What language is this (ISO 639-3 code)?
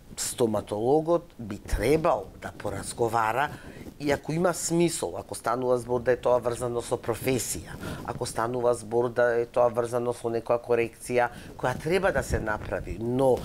mkd